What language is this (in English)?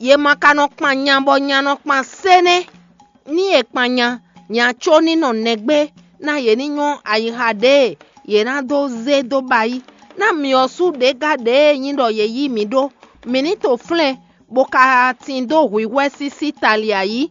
Fon